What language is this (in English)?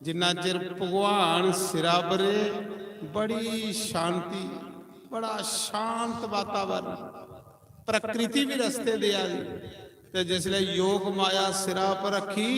Dogri